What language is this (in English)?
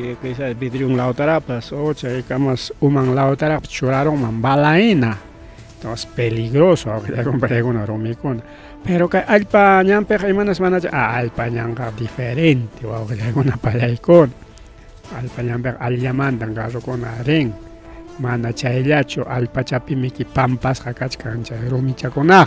Ayacucho Quechua